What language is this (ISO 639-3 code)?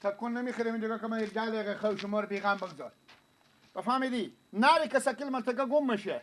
fas